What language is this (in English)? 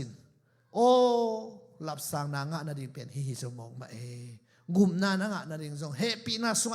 Tedim Chin